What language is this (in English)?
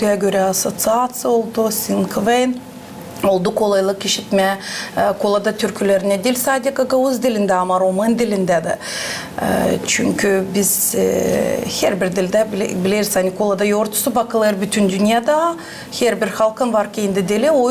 Gagauz